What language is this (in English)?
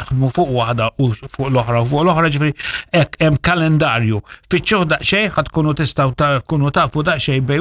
Maltese